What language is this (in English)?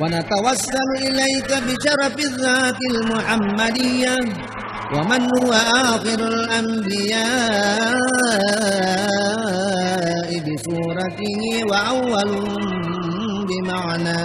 Buginese